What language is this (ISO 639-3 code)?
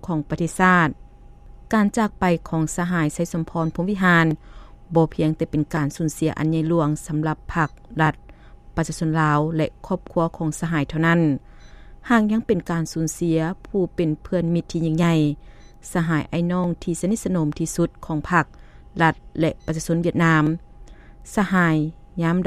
lao